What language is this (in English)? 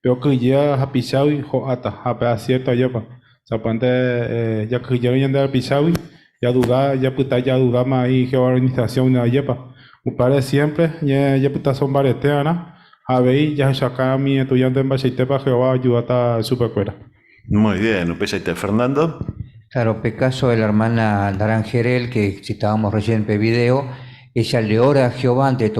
Guarani